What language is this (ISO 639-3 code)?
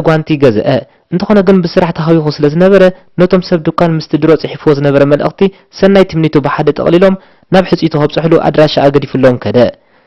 tir